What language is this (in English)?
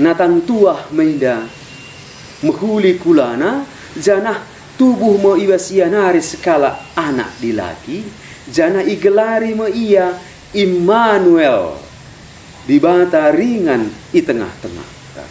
Batak Karo